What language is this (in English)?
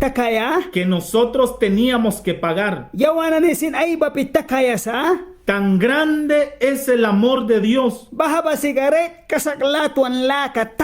Mískito